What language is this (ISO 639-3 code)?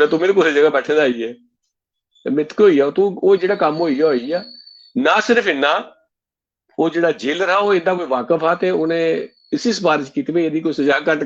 doi